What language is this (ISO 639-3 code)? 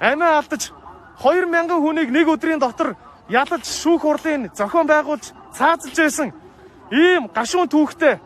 mon